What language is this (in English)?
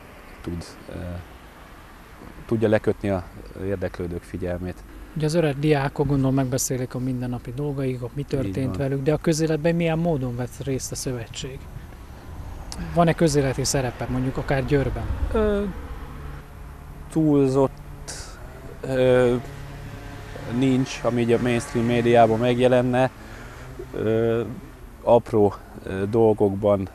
Hungarian